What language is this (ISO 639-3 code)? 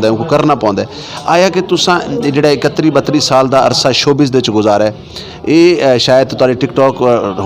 skr